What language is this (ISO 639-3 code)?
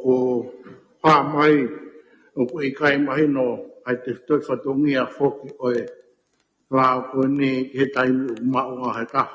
ton